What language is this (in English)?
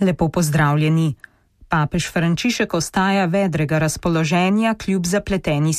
Slovenian